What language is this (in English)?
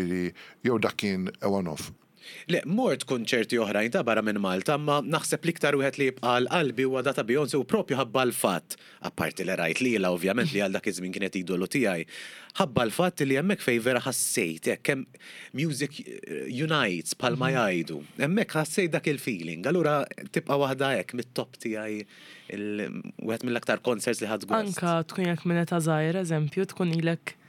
Maltese